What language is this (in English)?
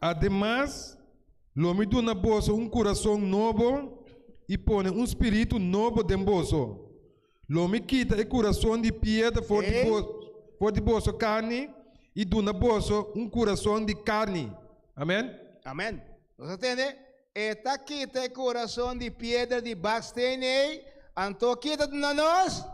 Papiamento